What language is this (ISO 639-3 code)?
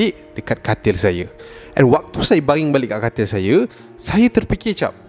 msa